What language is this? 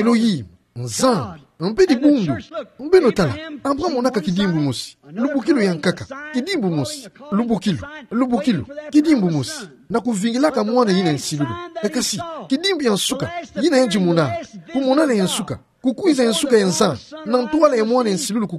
Kituba (Democratic Republic of Congo)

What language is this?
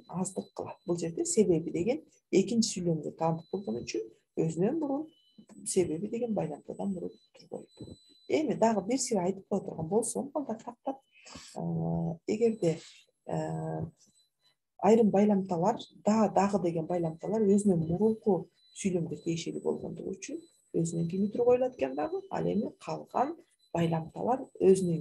Kyrgyz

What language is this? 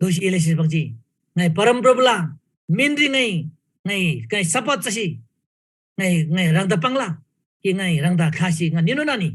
Eastern Tamang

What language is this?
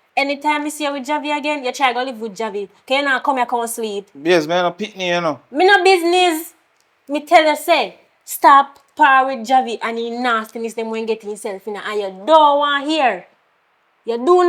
Jamaican Creole English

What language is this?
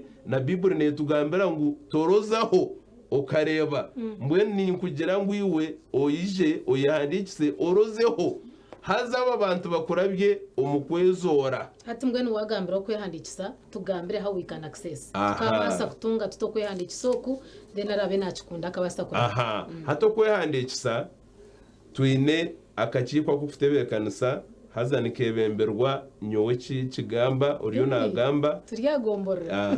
Nyankole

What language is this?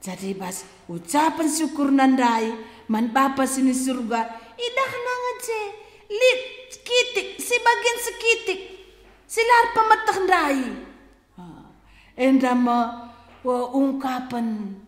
Batak Karo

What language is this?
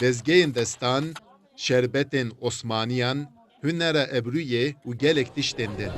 Kurdish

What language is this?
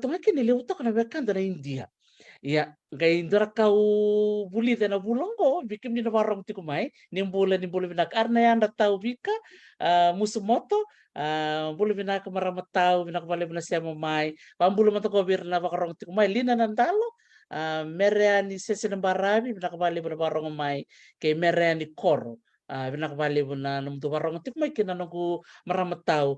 Fijian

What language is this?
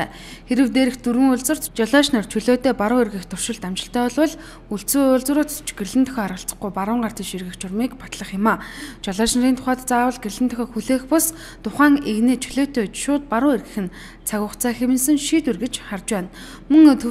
Mongolian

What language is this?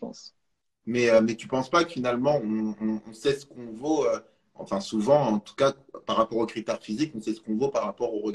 French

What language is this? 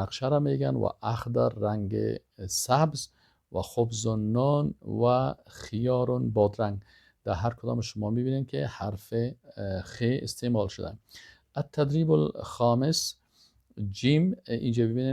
Persian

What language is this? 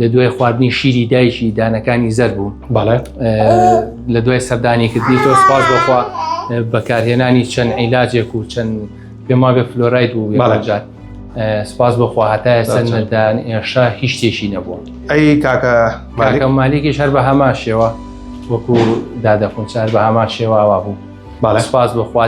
Central Kurdish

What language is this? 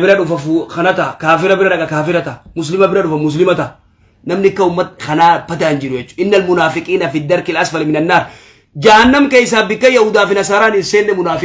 Oromo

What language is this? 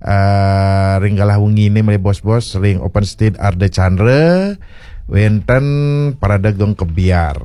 Balinese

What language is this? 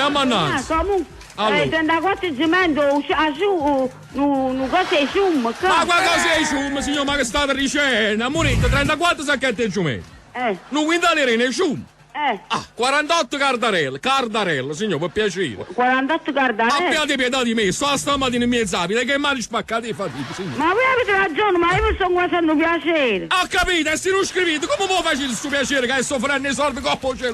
Neapolitan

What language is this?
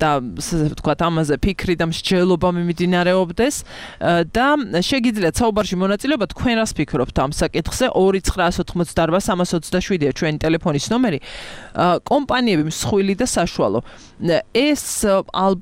Georgian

